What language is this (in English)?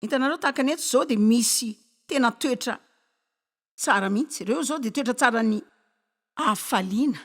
Malagasy